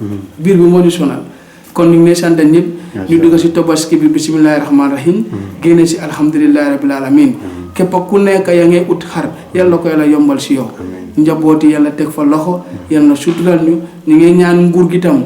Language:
Wolof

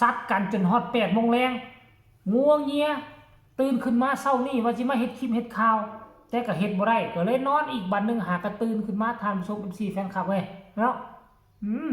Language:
Northeastern Thai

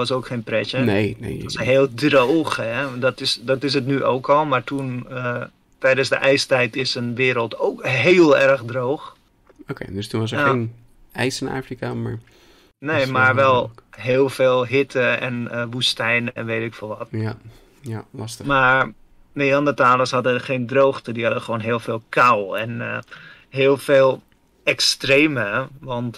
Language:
Dutch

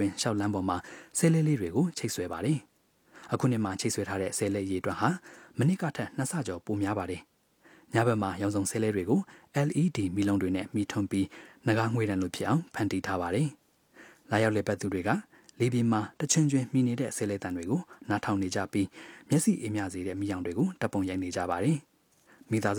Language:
Burmese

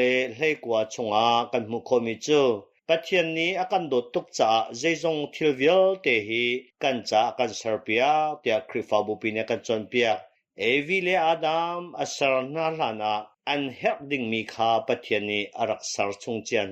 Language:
Hakha Chin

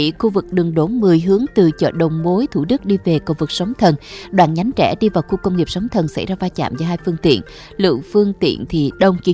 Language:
Vietnamese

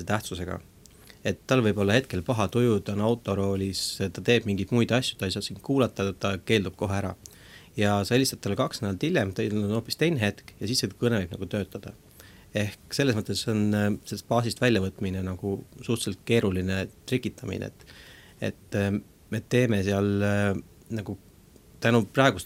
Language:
Estonian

